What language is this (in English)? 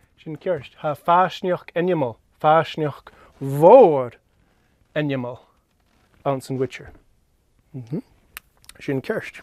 Scottish Gaelic